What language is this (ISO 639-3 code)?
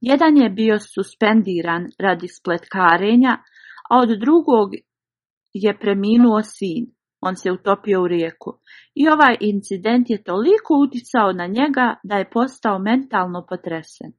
bos